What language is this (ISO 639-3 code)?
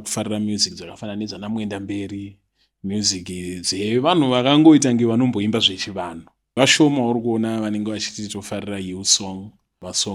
sna